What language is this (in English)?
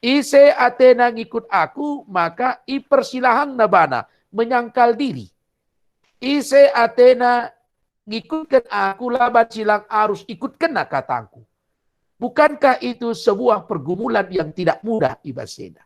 Batak Karo